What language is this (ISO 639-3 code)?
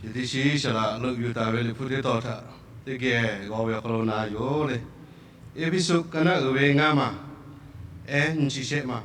lhu